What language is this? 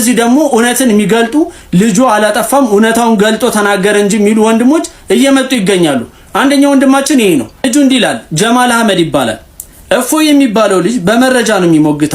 Amharic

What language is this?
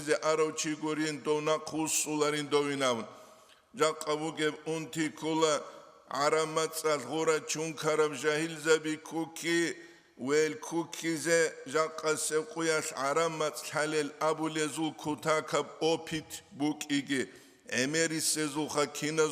Avaric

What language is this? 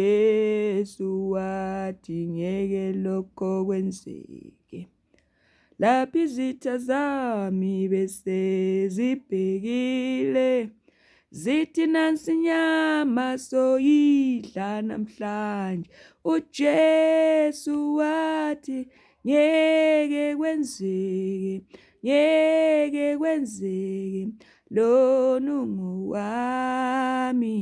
Zulu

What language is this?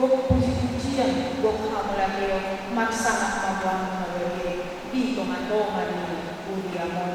Batak Toba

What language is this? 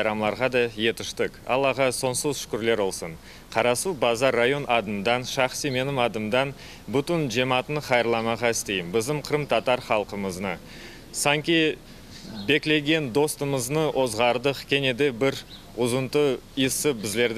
Crimean Tatar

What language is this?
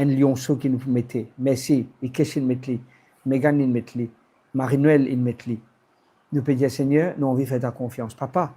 Morisyen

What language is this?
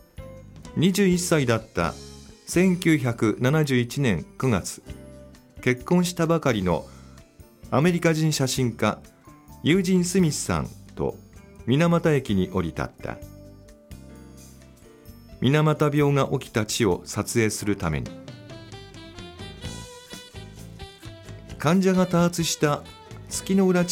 Japanese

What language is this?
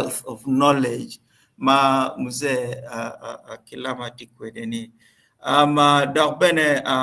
Acoli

